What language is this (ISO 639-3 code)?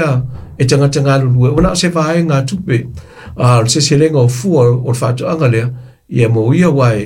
smo